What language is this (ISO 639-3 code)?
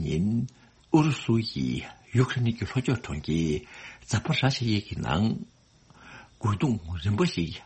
bod